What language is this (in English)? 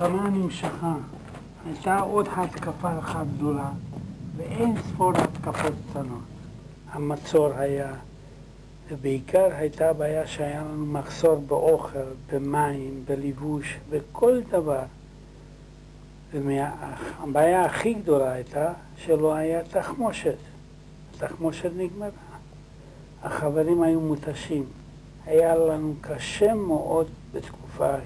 Hebrew